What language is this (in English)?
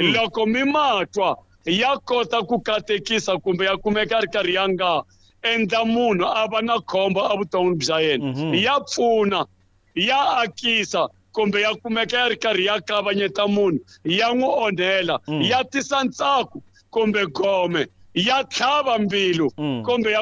Tsonga